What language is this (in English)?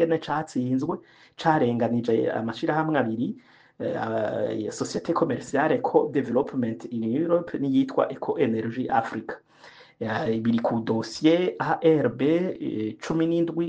Rundi